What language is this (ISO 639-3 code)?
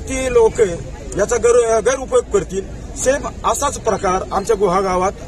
mar